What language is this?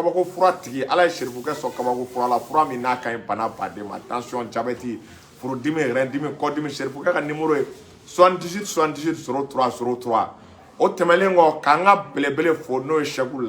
Bambara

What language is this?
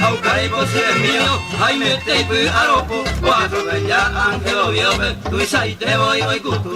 Guarani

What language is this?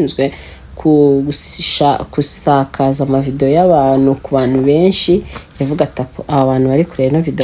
Kinyarwanda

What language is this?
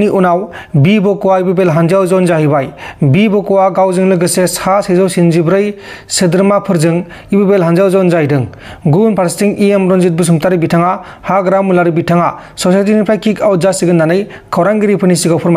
Bodo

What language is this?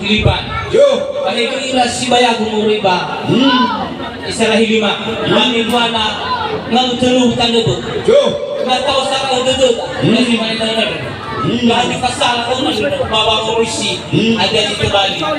Nias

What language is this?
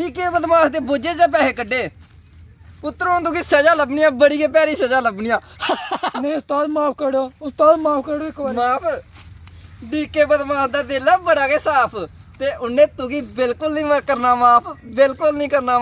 Dogri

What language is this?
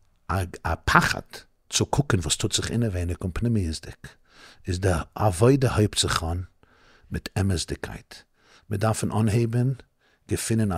Yiddish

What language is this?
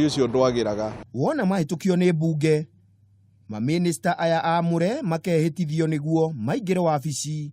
Kikuyu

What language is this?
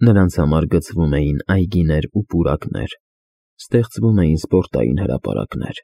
Armenian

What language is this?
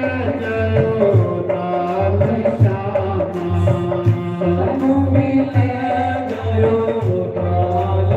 Dogri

